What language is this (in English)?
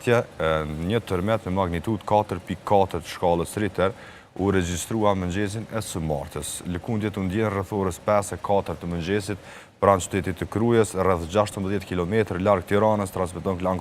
Albanian